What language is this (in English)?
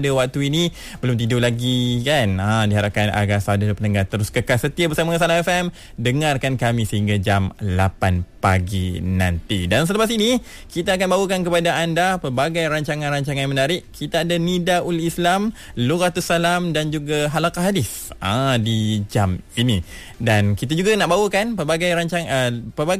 Malay